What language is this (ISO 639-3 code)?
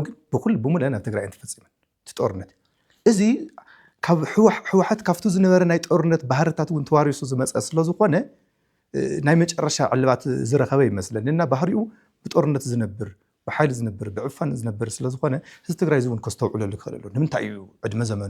tir